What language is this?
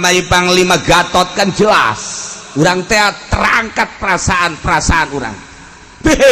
Sundanese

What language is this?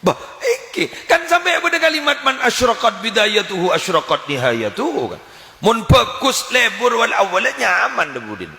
Madurese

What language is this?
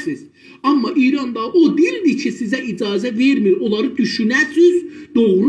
South Azerbaijani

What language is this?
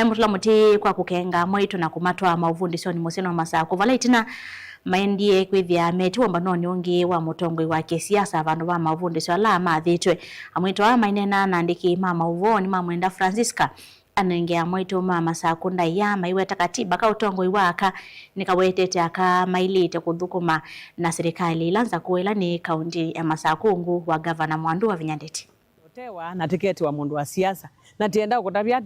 Kamba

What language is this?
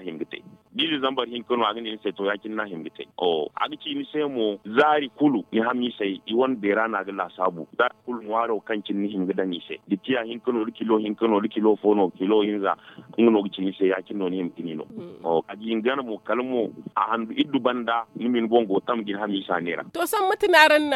Zarma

